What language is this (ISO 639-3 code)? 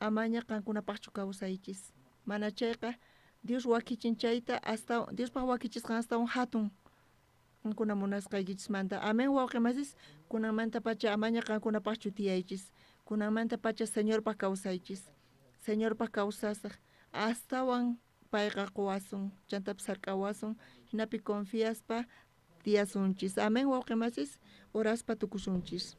quh